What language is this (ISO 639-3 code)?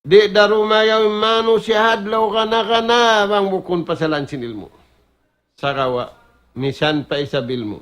tsg